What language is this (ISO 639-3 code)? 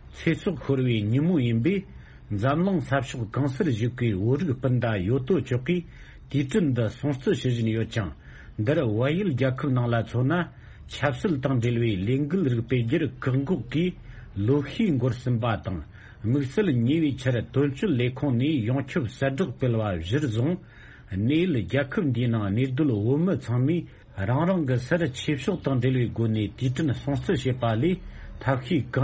bod